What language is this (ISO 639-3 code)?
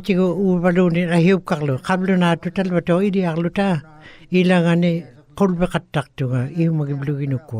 ikt